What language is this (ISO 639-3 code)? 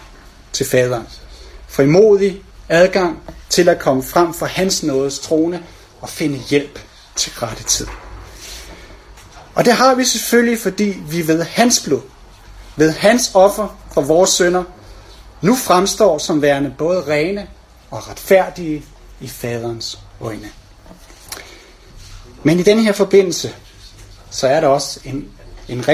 dan